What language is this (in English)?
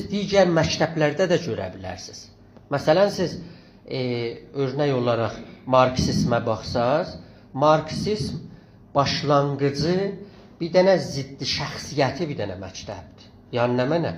South Azerbaijani